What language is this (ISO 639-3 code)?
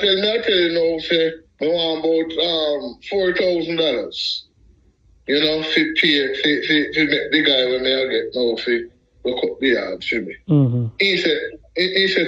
jam